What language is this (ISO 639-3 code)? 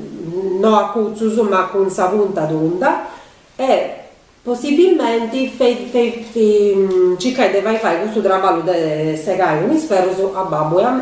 srd